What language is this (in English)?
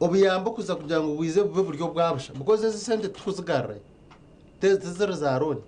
Nyankole